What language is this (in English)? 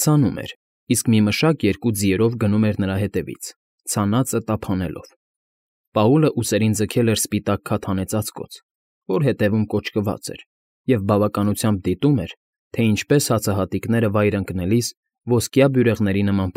Armenian